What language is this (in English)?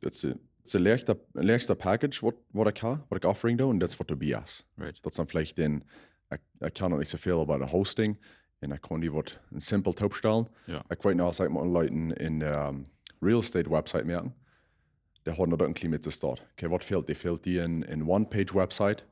Plautdietsch